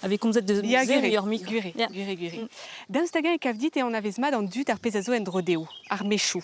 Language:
Breton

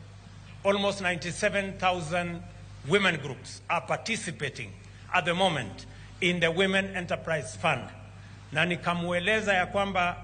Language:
Luo (Kenya and Tanzania)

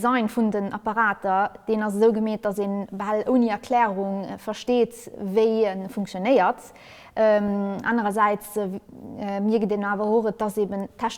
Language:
Luxembourgish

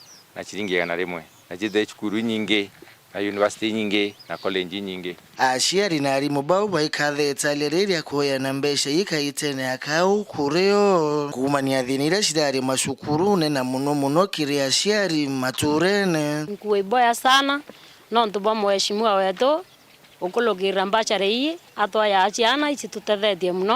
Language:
Meru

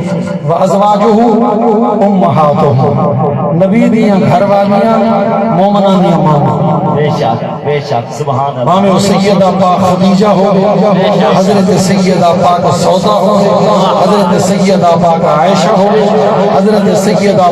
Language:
Saraiki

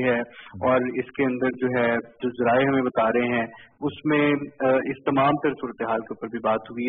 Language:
Urdu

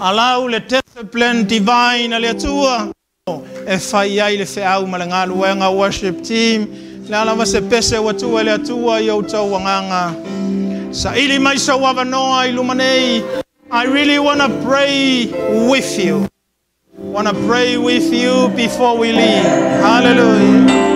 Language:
Samoan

